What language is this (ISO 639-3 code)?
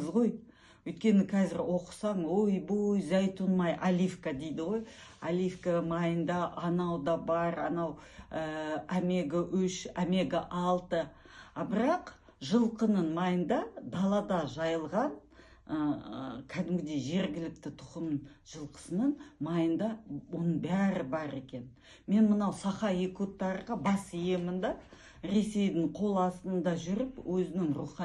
kaz